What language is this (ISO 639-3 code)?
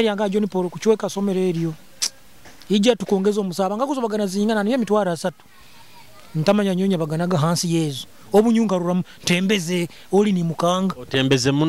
nyo